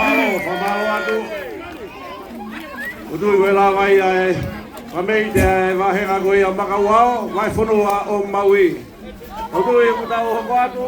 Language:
Tongan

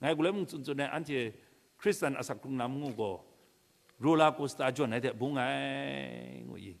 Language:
Kachin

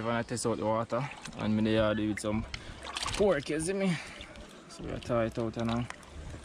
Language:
Jamaican Creole English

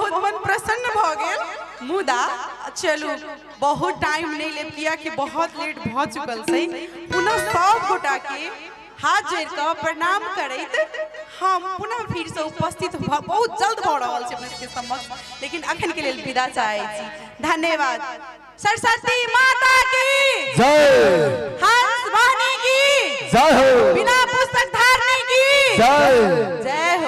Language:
Maithili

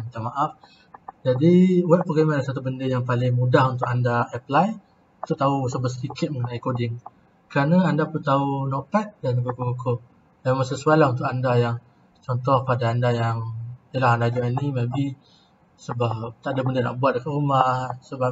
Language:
Malay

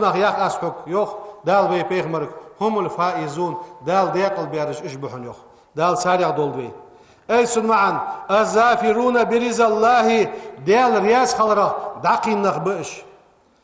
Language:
Ingush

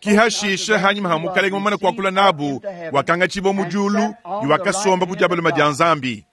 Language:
Luba-Lulua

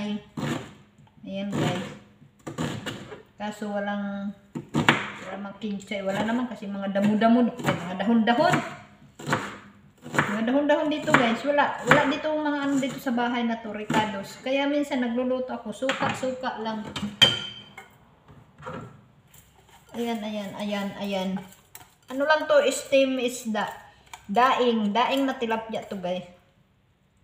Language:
Filipino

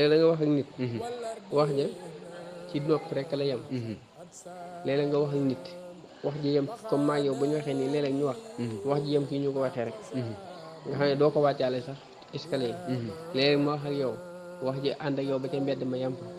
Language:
Wolof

